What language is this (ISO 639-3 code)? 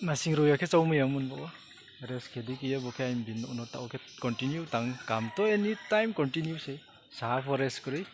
ria